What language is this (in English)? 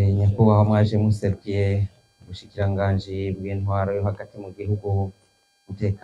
Rundi